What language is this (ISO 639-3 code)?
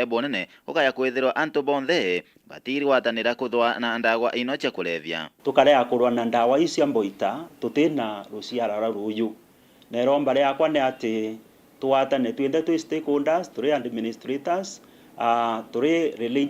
mer